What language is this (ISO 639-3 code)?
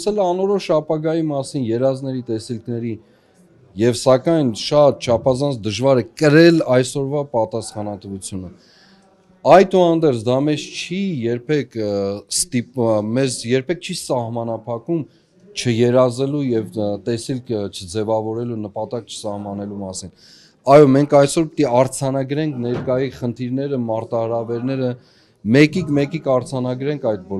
hye